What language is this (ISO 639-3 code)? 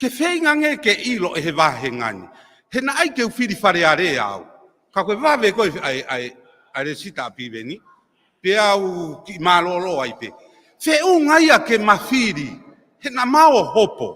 ton